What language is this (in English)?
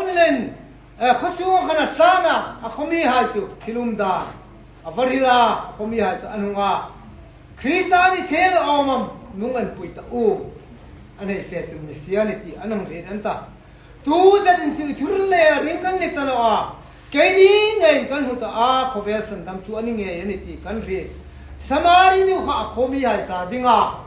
Hmar